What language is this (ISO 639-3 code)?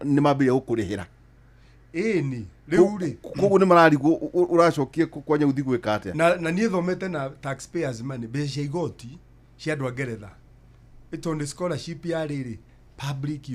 kik